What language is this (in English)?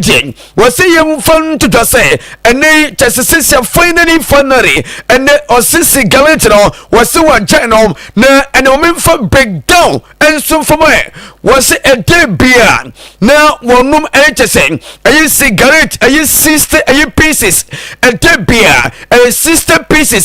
Akan